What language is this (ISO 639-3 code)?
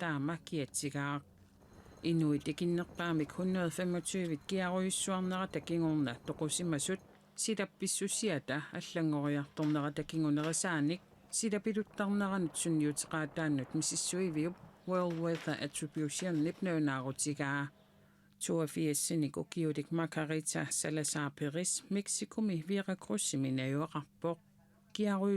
kal